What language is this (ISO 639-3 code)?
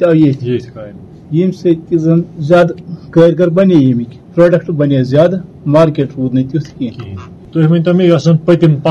kas